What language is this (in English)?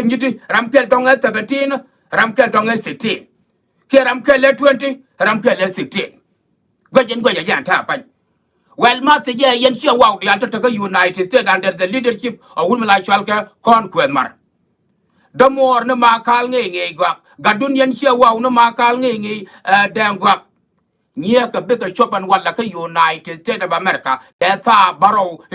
Nuer